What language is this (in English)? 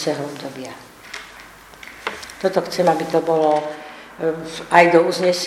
Slovak